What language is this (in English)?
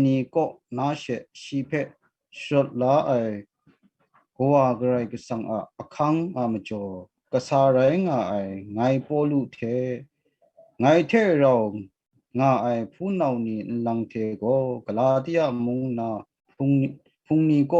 Kachin